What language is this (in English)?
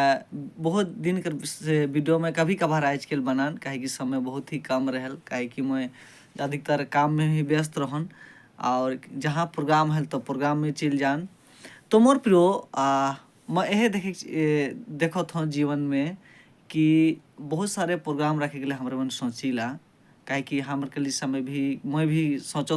Sadri